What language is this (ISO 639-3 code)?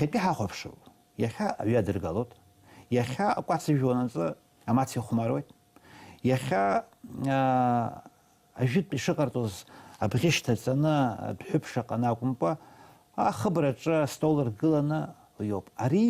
abk